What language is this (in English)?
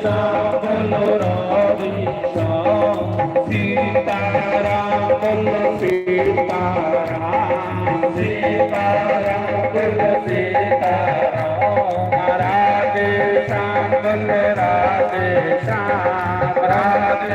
Dogri